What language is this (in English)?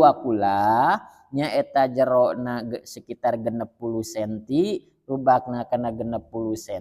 Sundanese